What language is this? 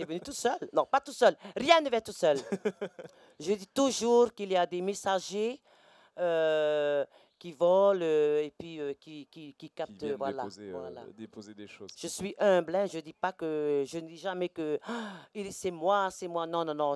French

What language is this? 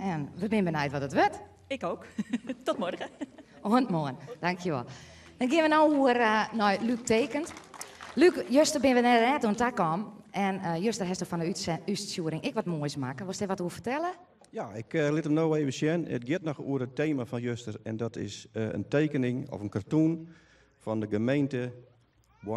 Western Frisian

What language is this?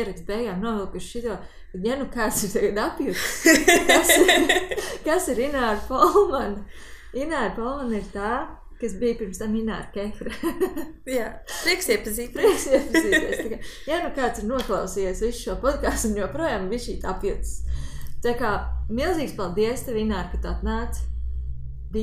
Latvian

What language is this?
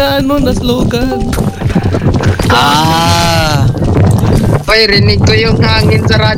Filipino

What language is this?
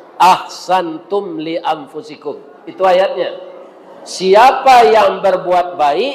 Minangkabau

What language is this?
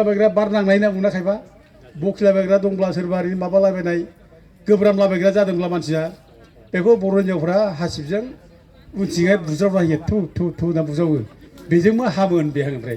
Bodo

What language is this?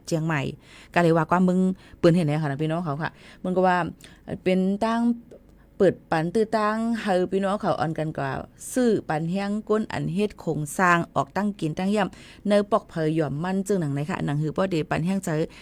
Shan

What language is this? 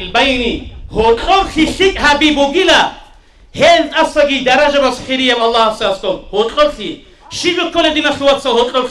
Avaric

